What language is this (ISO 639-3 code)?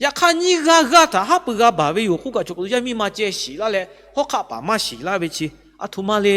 lhu